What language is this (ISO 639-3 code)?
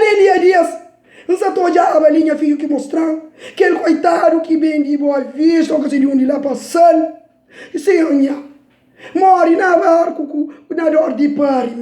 kea